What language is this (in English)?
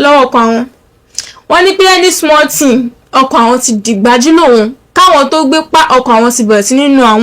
Yoruba